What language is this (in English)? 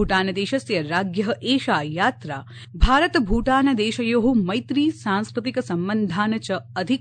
Sanskrit